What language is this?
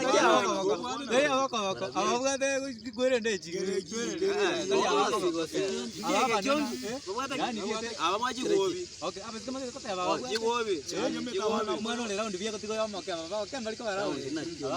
Gusii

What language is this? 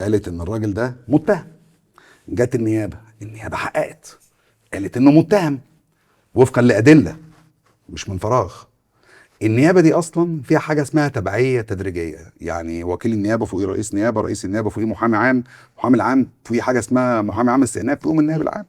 Egyptian Arabic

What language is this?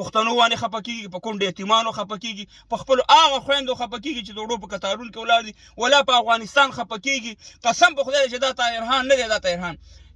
Pashto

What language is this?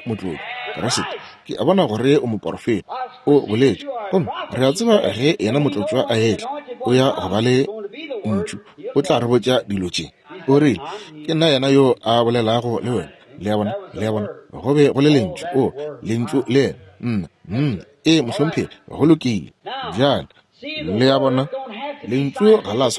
Northern Sotho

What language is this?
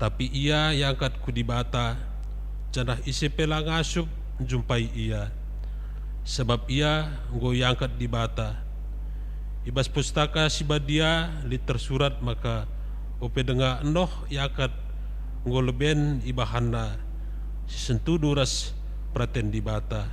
Batak Karo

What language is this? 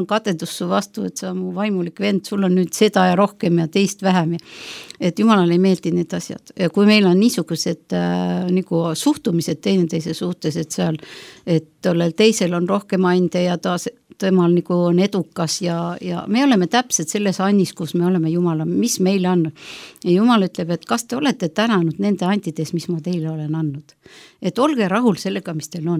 Estonian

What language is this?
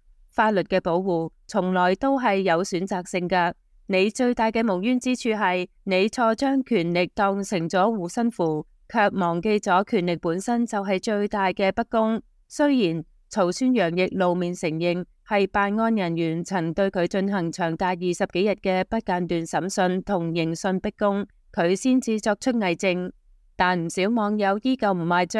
Cantonese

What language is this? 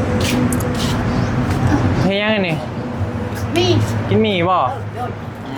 Lao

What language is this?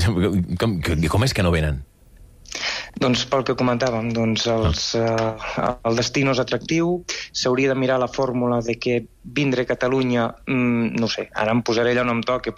Catalan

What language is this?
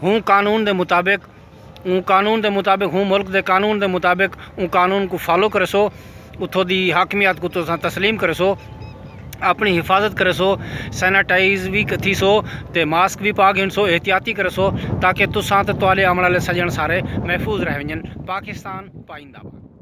Saraiki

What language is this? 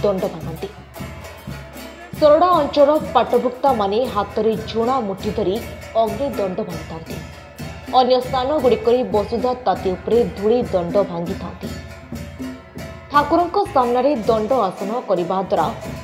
Odia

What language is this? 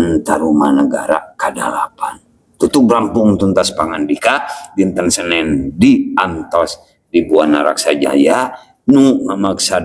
Sundanese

